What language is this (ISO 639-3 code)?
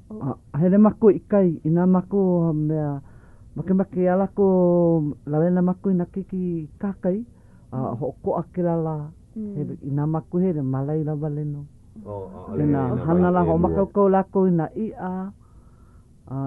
haw